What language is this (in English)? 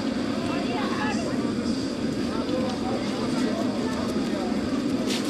Romanian